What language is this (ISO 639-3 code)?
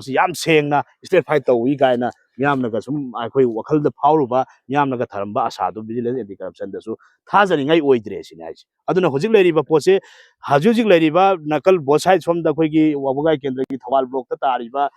mni